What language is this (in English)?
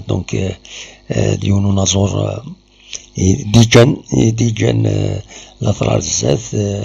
Kabyle